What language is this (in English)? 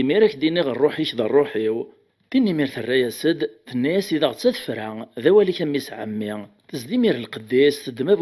Kabyle